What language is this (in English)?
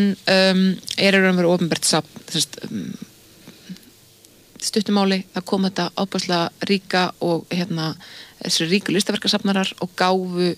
Icelandic